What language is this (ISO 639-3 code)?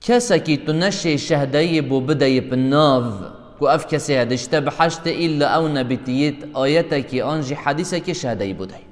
kur